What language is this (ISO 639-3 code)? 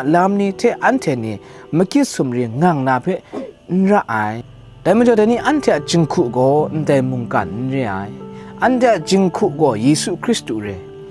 kac